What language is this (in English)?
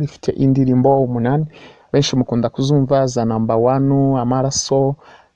Kinyarwanda